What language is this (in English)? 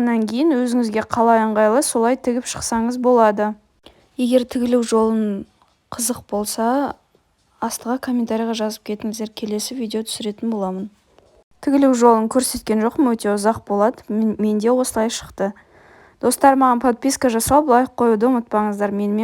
Kazakh